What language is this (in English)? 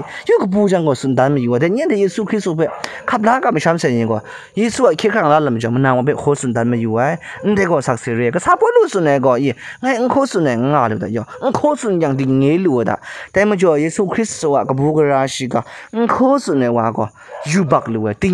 Kachin